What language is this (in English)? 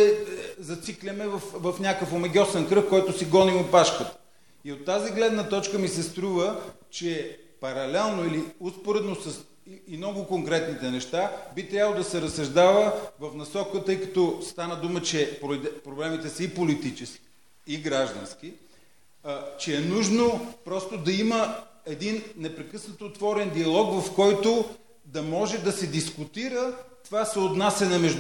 Bulgarian